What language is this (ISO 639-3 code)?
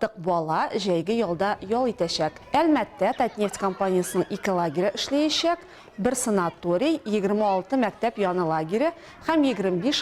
tat